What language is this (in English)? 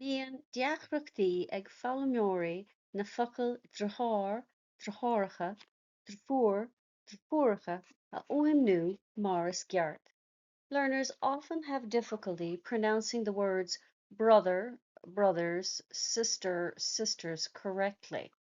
Irish